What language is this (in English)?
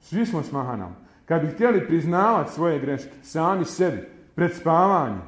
Bosnian